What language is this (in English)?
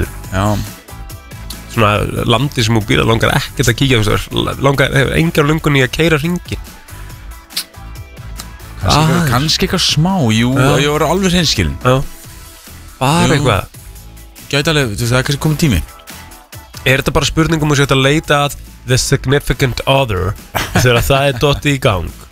Icelandic